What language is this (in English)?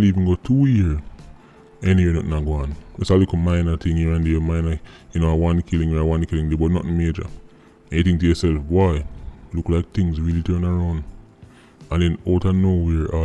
Jamaican Creole English